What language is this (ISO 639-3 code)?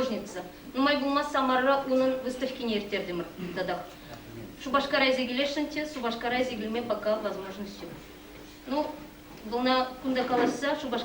chv